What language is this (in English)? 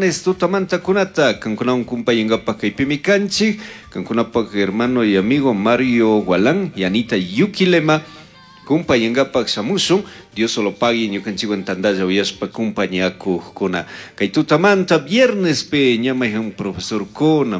Chimborazo Highland Quichua